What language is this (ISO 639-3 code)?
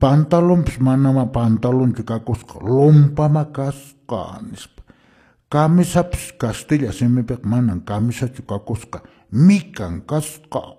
que